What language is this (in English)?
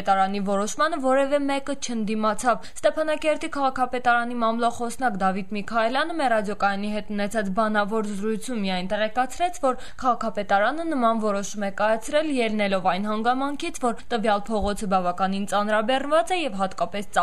Armenian